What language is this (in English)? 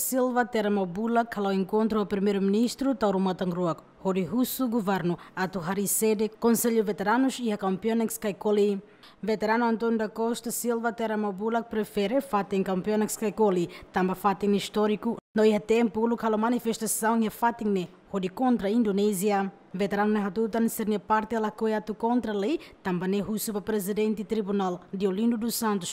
Tetum